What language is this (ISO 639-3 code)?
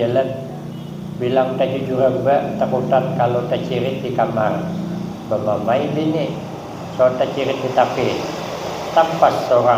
bjn